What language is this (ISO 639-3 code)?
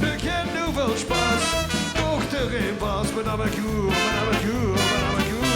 lim